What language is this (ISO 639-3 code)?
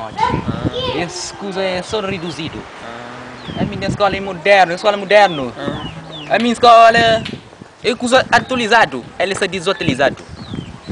kea